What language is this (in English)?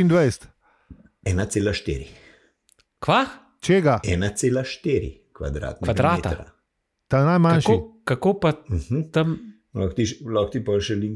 Slovenian